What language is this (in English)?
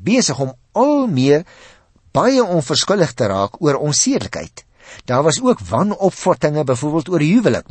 Afrikaans